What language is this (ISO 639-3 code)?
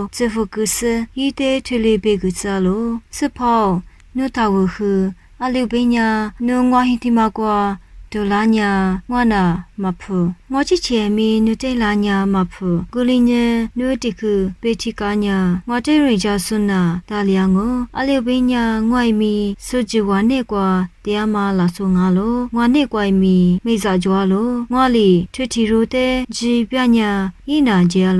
lis